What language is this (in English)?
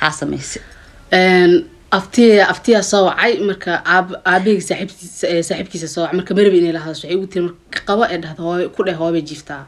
Somali